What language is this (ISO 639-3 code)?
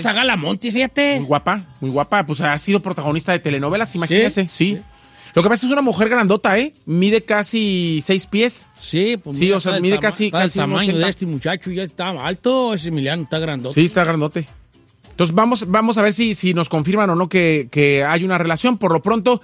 spa